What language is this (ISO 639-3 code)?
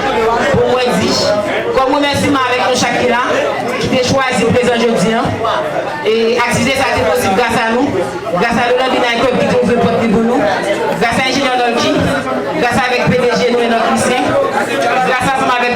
hat